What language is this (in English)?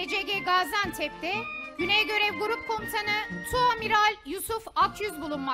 Turkish